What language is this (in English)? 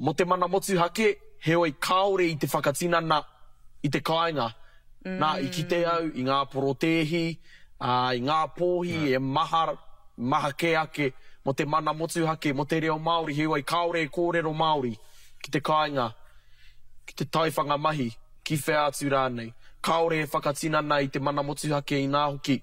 Māori